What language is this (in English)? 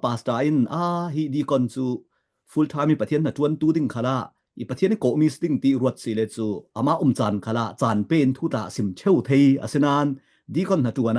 Falam Chin